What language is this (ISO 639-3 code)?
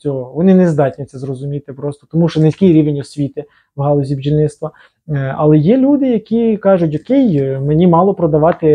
ukr